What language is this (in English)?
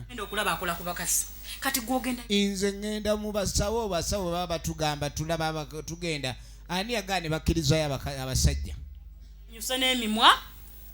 Ganda